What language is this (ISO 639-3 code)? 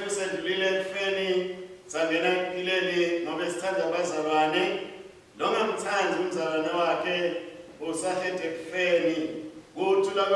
ssw